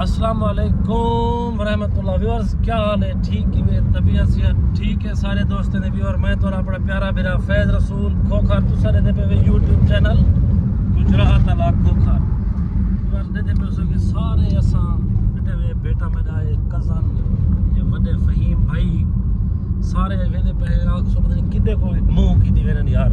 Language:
Saraiki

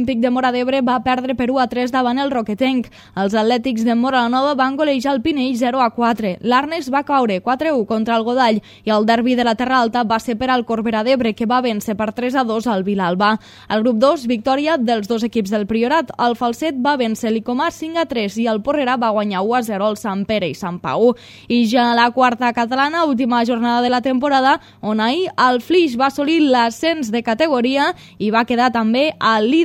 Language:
Catalan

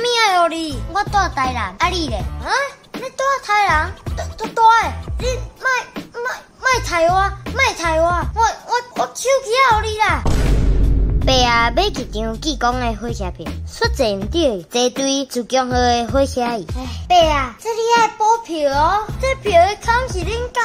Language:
Min Nan Chinese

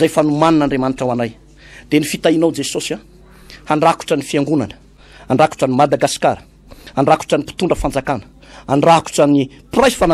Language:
Malagasy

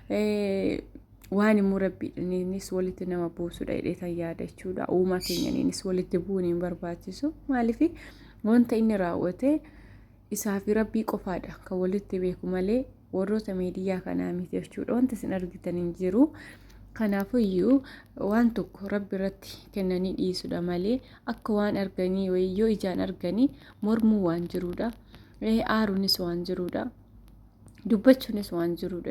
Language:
Oromo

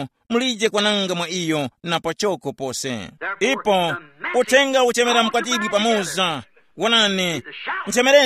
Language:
Tumbuka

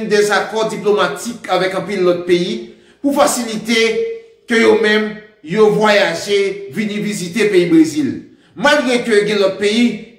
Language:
Haitian Creole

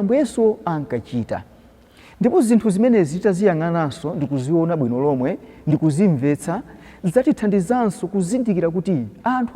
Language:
Nyanja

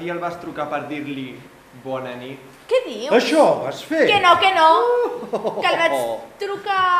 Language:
Catalan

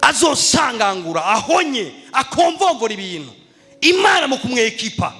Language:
Rundi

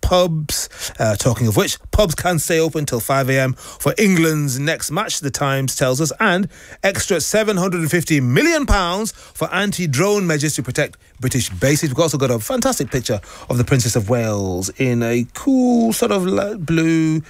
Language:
English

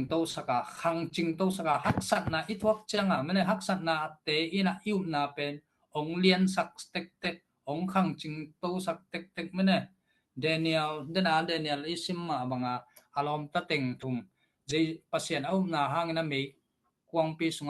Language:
Tedim Chin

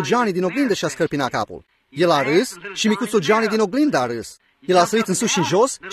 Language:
Romanian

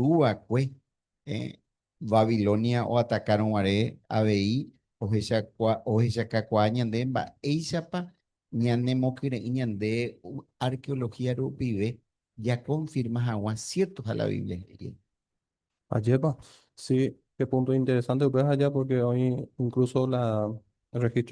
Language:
Guarani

